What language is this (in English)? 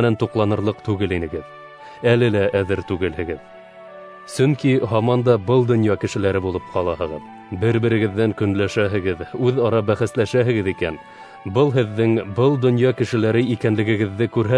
Bashkir